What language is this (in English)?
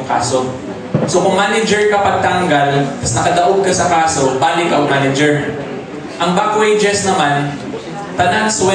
Cebuano